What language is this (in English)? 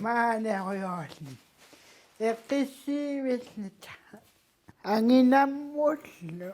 Kalaallisut